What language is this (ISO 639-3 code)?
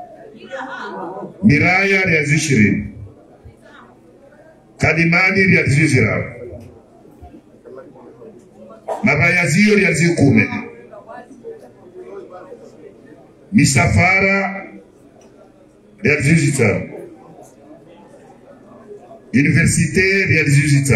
swa